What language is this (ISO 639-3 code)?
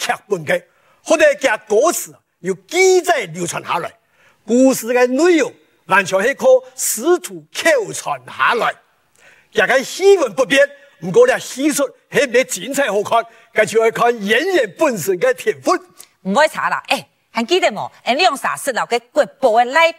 hak